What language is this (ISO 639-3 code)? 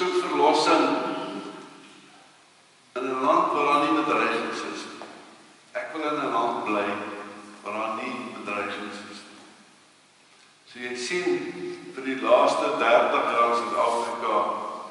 afr